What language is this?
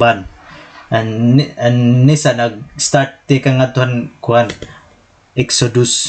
Waray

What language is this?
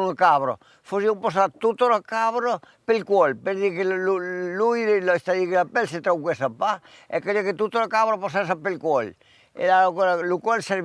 Occitan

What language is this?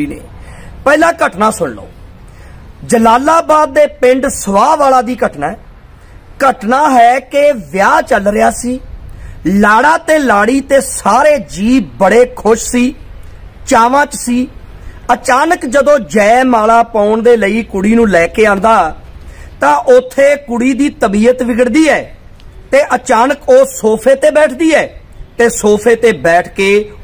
Punjabi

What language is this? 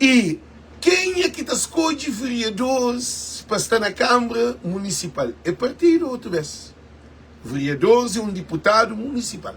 Kabuverdianu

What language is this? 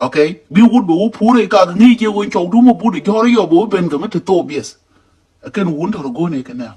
Nuer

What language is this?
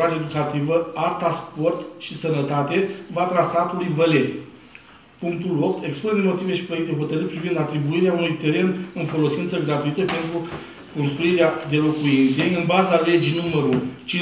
Romanian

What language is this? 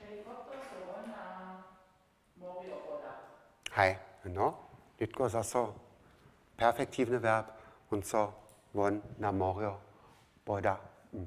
Upper Sorbian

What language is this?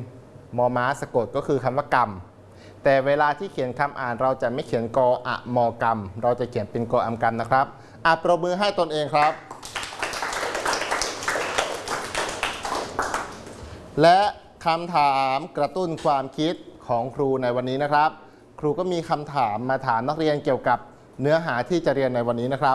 Thai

